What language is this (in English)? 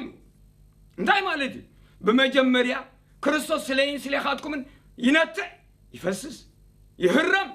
Tigrinya